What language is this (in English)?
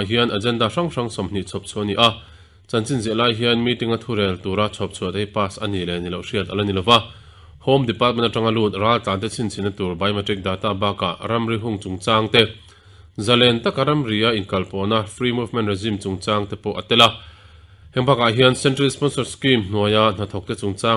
Mizo